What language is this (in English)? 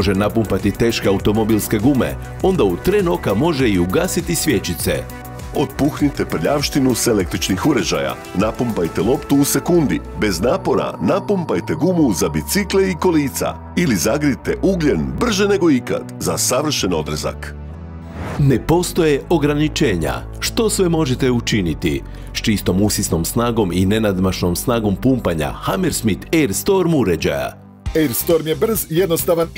Croatian